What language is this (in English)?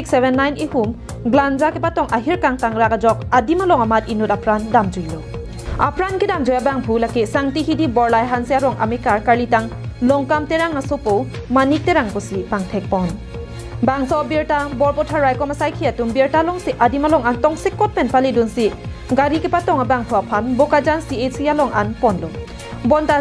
Karbi